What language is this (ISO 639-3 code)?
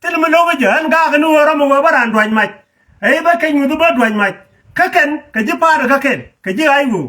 nus